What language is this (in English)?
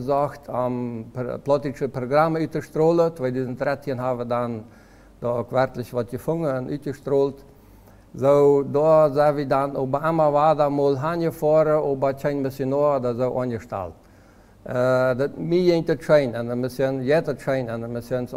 Plautdietsch